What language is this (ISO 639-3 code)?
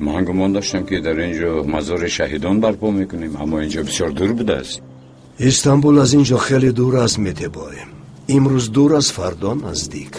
tgk